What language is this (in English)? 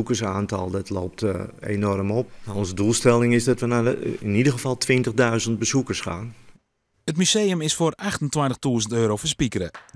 Western Frisian